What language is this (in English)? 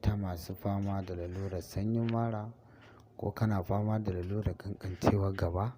Hausa